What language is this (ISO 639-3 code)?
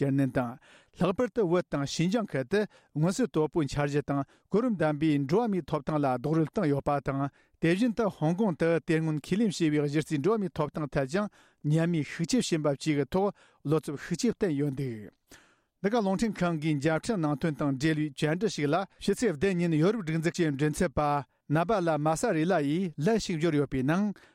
bod